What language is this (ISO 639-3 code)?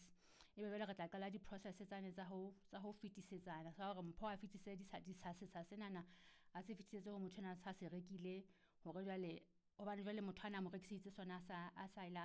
sot